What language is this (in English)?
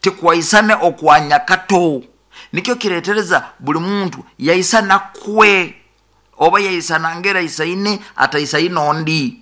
Nyoro